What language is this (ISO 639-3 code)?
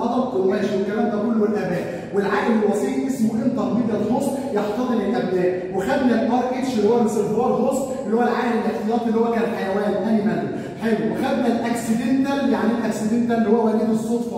arz